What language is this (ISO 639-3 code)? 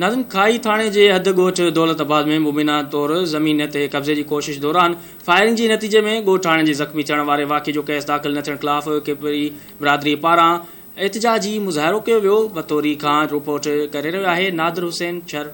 snd